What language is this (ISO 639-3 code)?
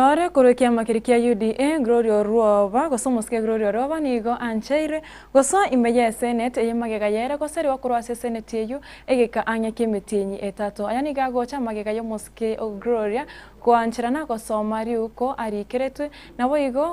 guz